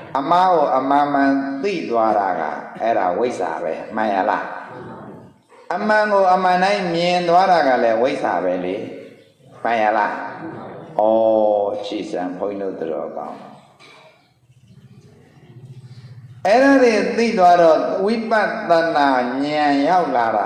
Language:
Burmese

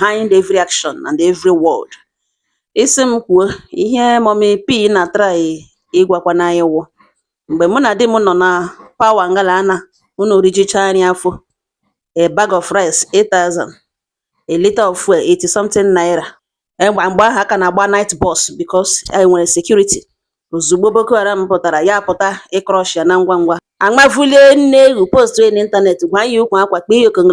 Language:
Igbo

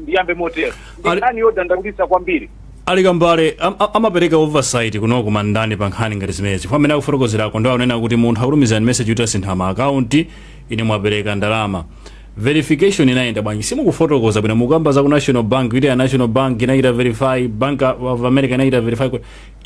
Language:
Nyanja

